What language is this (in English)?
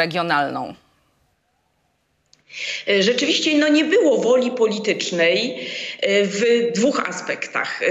Polish